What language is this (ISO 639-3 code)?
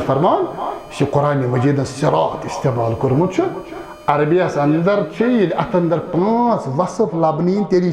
kas